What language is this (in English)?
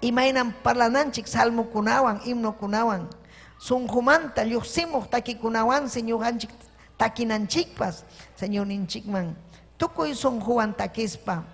Ayacucho Quechua